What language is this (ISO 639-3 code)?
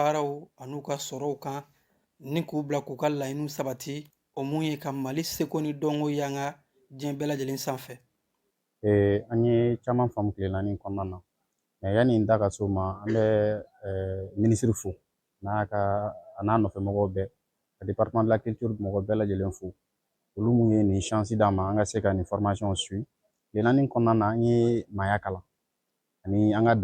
bam